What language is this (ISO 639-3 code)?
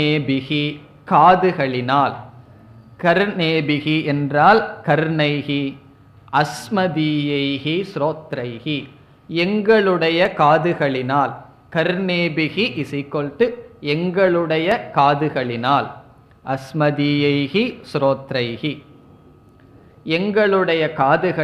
tam